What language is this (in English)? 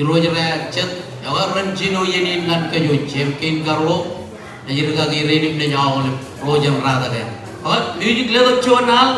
Marshallese